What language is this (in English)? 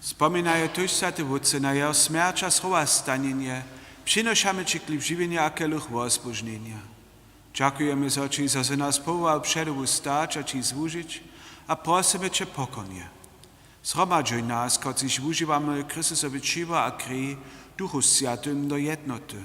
Upper Sorbian